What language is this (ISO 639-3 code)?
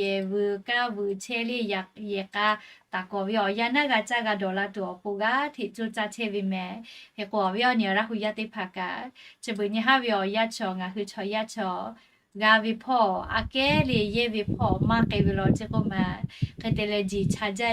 lhu